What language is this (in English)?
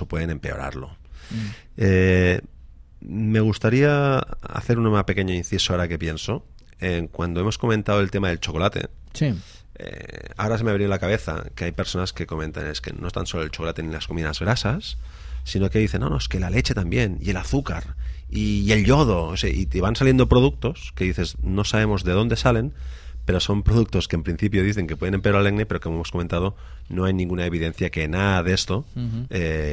Spanish